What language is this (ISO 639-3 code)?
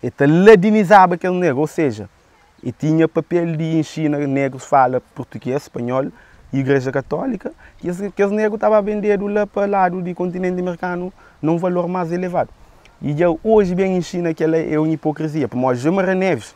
kea